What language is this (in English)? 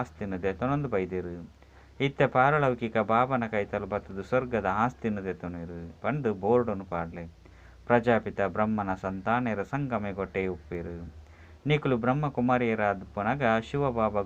Tulu